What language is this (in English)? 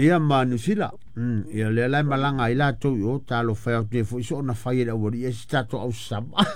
Samoan